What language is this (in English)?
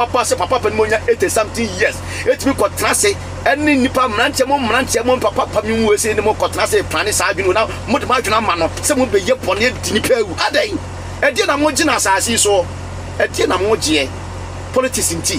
Akan